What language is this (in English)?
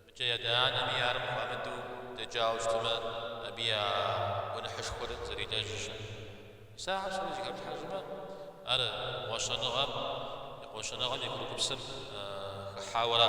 Kabardian